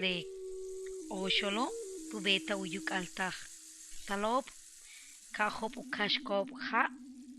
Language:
Yucateco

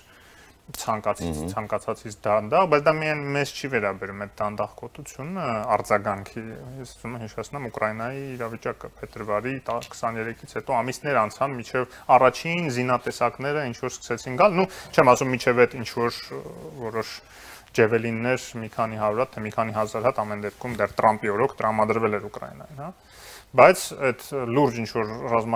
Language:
Armenian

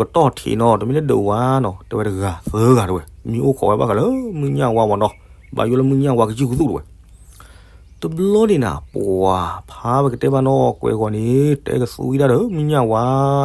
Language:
S'gaw Karen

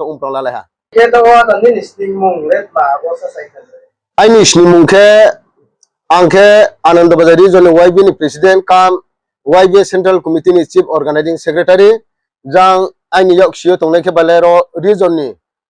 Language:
Riang (India)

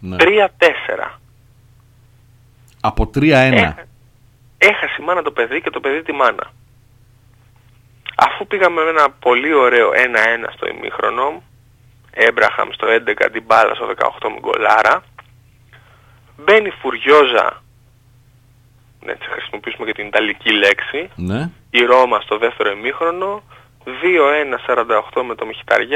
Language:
Greek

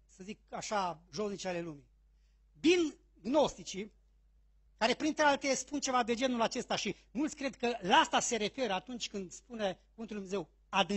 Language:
Romanian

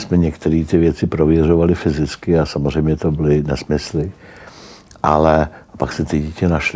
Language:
Czech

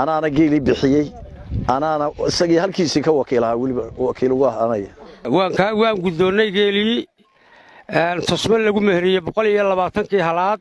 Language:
Somali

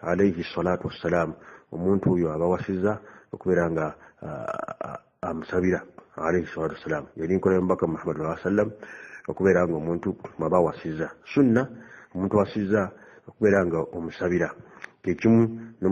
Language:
Ganda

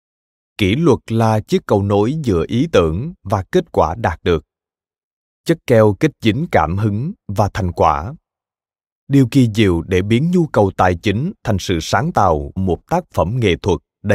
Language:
Vietnamese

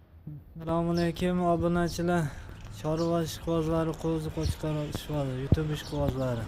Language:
Uzbek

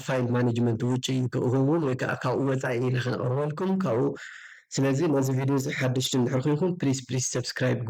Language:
Tigrinya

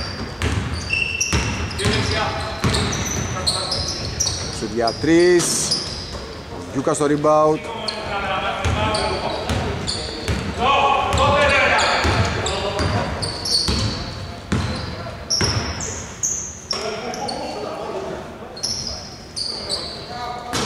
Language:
Greek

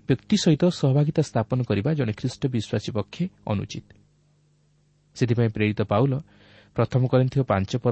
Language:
Odia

